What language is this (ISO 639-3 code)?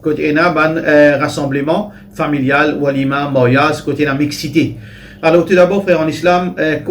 mfe